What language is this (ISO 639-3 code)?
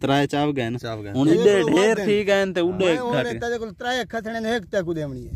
skr